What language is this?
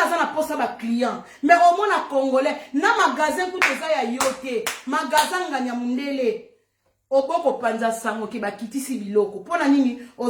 Lingala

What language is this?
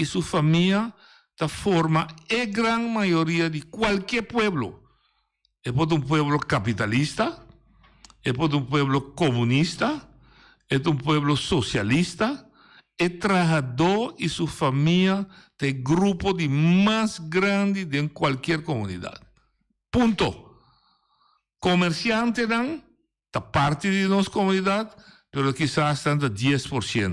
Papiamento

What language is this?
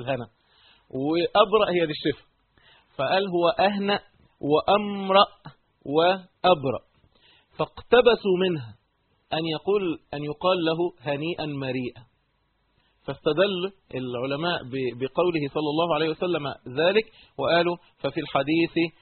Egyptian Arabic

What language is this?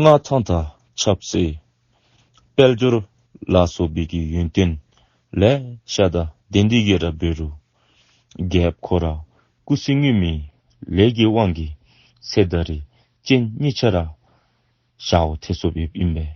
Dzongkha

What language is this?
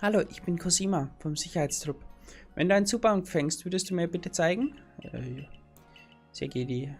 Bavarian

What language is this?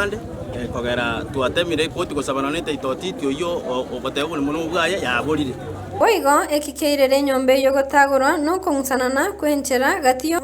Gusii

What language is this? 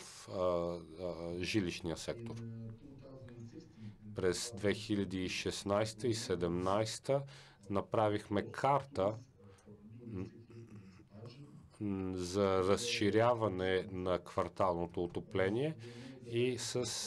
Bulgarian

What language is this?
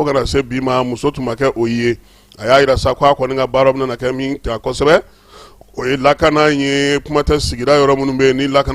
Bambara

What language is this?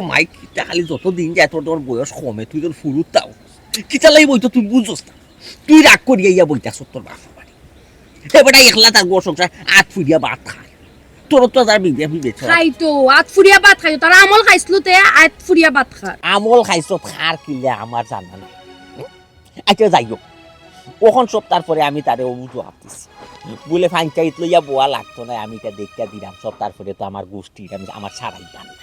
Sylheti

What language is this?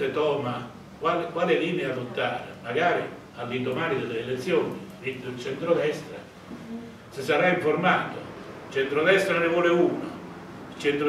Italian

